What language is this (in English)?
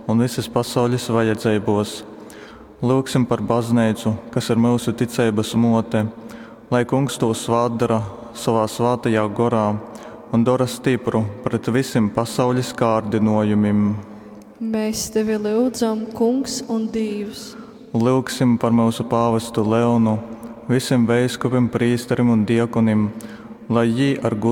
Latgalian